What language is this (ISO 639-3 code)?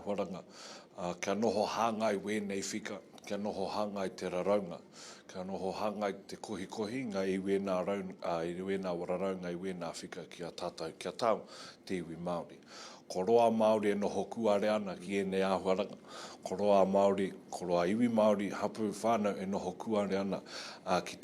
mri